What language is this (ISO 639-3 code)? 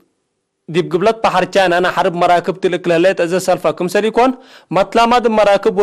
tig